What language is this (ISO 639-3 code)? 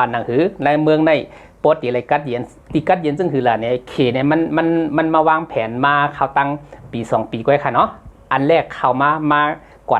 shn